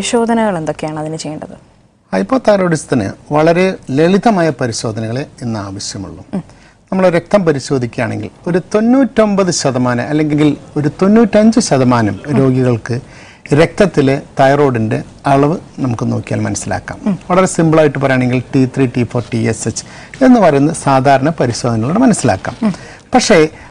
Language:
Malayalam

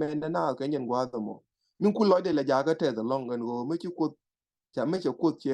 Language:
Nuer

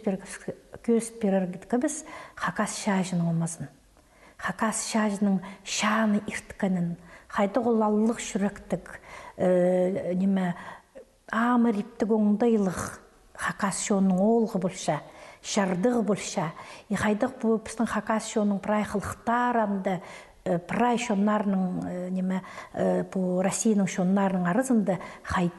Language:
Khakas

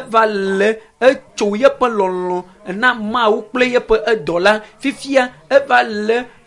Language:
Ewe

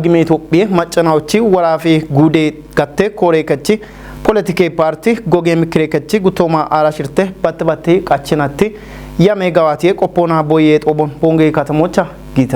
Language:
Kafa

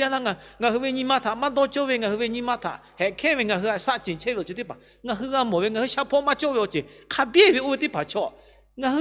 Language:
Lahu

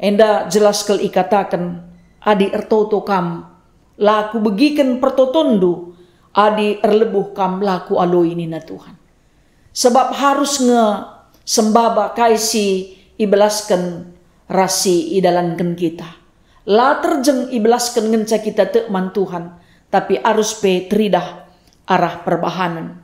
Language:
Batak Karo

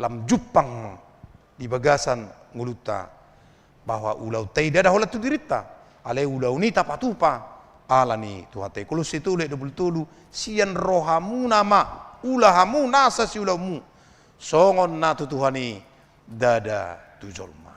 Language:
Batak Toba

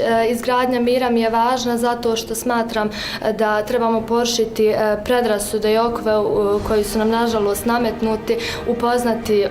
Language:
Bosnian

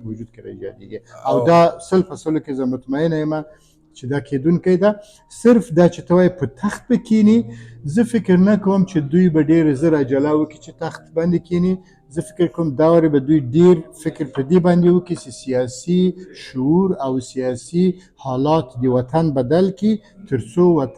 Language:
Pashto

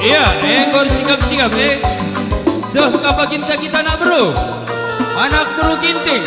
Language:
Batak Karo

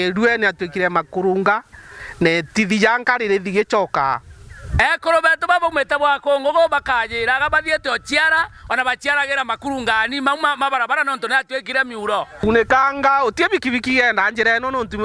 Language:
Meru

